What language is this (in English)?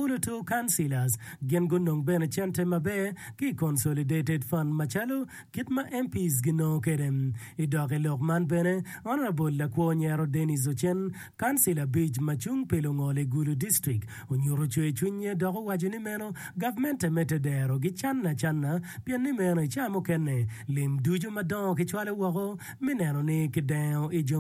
Acoli